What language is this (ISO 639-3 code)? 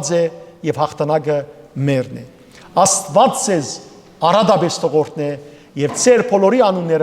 hyw